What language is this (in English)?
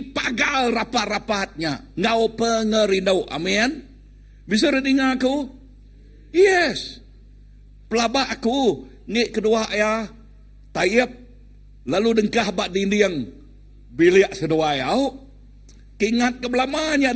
Iban